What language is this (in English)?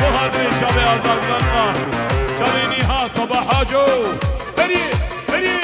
Kurdish